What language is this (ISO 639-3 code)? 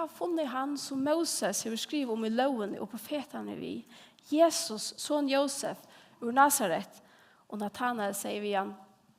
fao